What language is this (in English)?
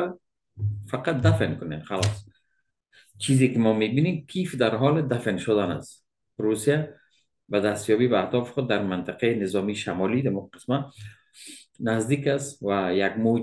Persian